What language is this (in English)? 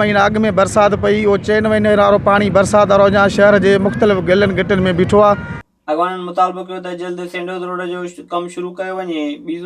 Sindhi